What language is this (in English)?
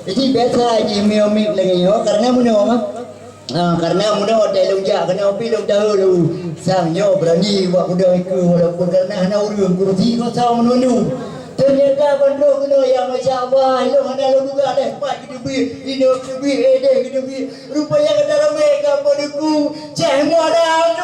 Achinese